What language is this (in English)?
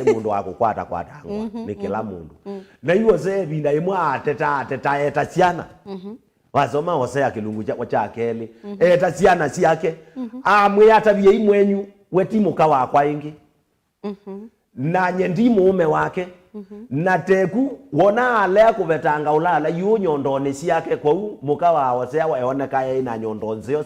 Kamba